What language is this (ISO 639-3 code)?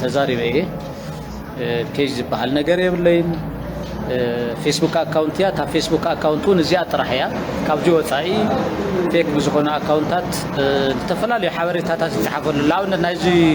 tir